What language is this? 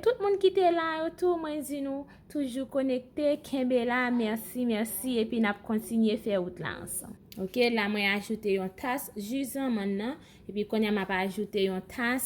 Haitian Creole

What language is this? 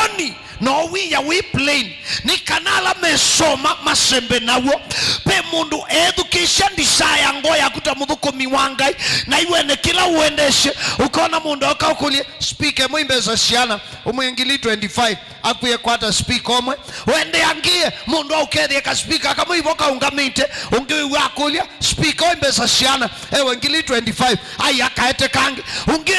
Kamba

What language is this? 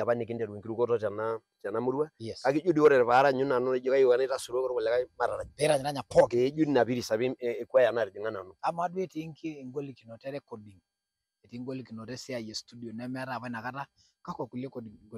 Masai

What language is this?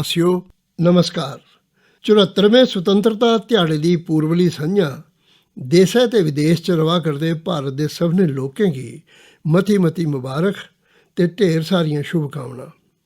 Dogri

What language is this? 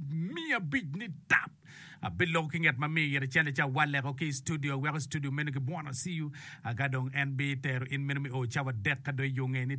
Acoli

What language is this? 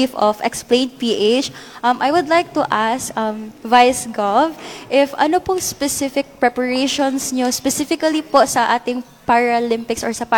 Filipino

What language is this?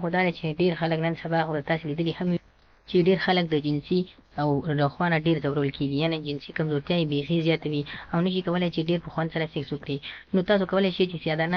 Pashto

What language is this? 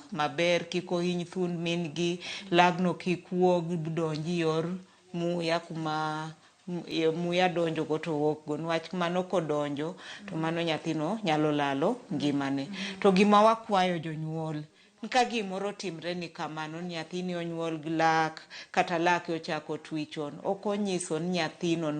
Luo (Kenya and Tanzania)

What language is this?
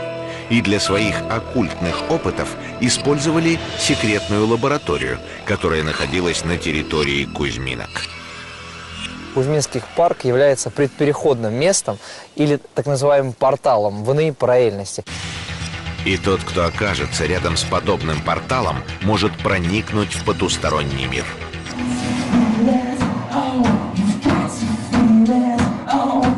Russian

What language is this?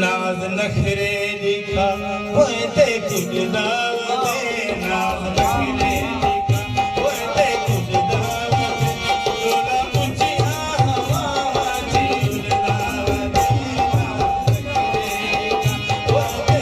Saraiki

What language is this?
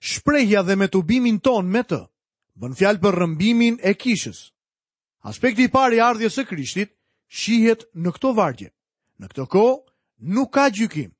Albanian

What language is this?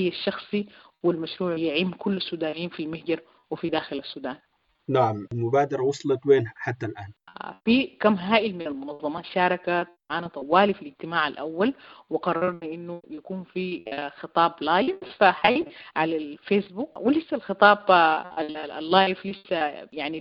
Sudanese Arabic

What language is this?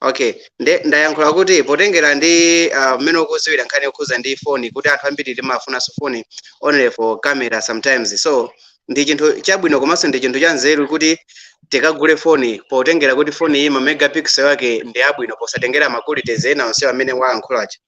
Nyanja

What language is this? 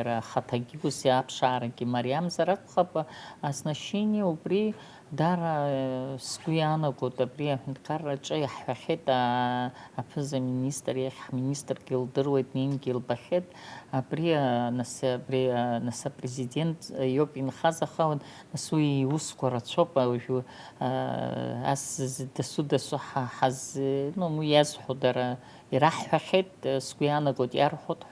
Abkhazian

